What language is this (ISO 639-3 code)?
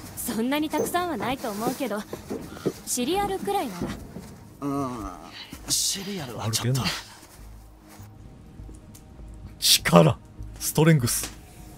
jpn